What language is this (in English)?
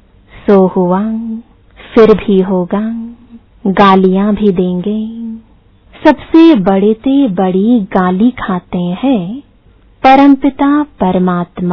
Hindi